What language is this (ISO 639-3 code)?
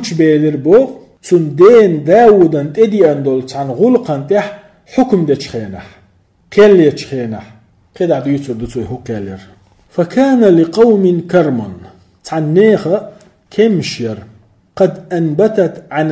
che